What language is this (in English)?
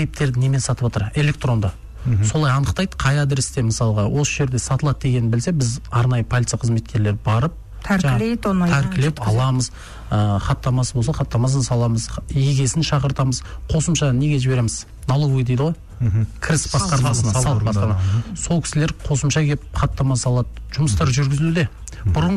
Kazakh